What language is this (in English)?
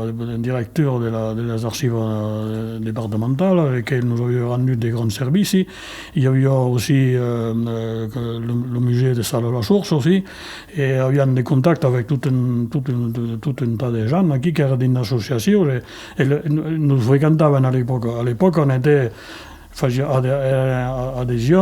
Occitan